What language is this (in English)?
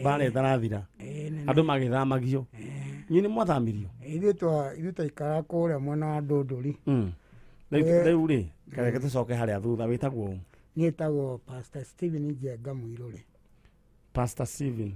Kikuyu